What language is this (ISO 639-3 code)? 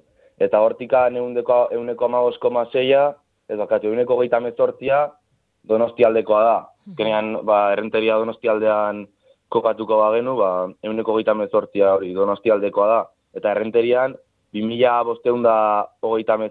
eus